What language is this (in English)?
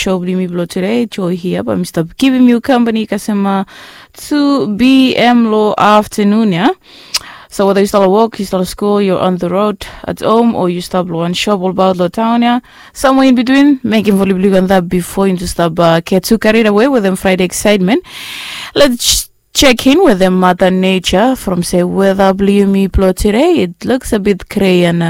Bislama